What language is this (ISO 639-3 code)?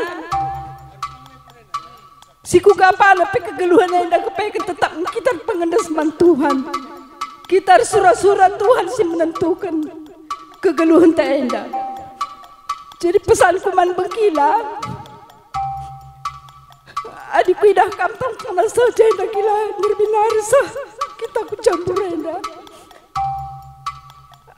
btx